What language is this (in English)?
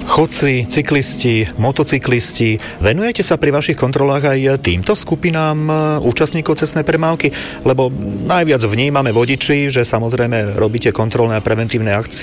Slovak